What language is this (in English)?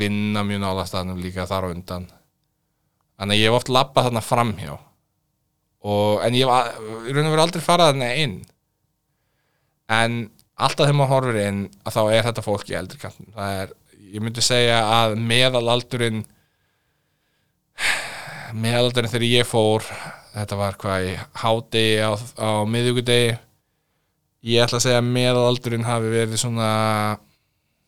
Icelandic